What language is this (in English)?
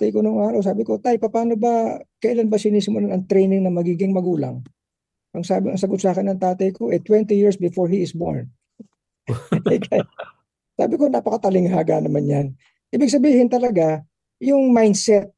Filipino